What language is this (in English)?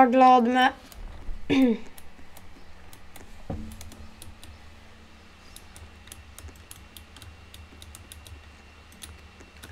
Swedish